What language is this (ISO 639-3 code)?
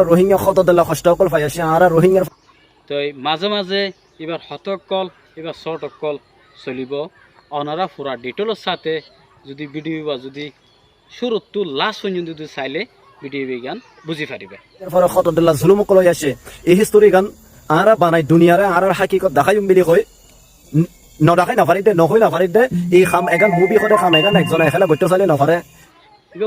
rhg